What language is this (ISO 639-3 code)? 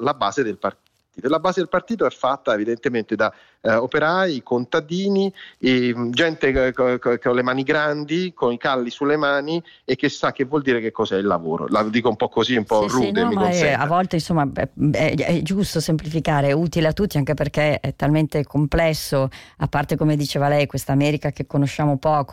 ita